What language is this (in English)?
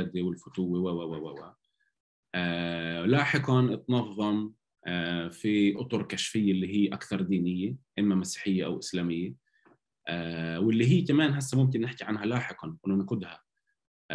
North Levantine Arabic